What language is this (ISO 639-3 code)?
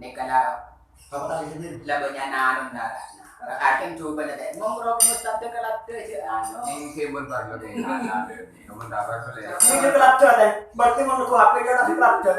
mad